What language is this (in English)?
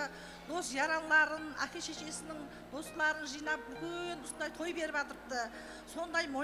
Kara-Kalpak